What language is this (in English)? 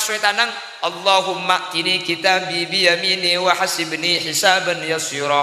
Madurese